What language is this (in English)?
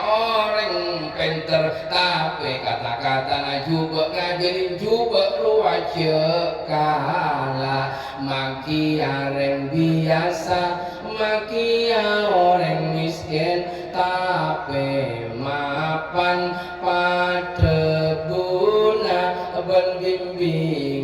Madurese